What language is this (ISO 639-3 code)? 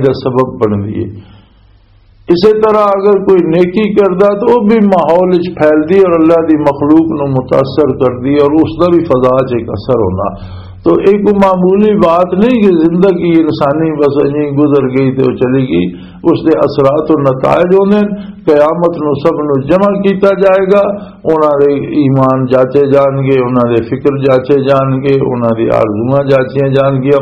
lah